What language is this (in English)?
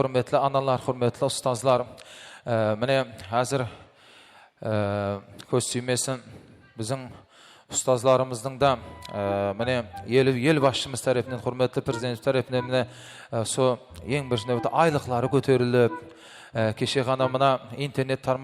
Kara-Kalpak